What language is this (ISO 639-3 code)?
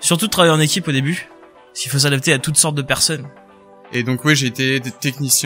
fra